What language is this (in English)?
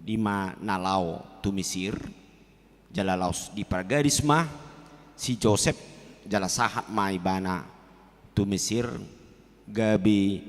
Batak Toba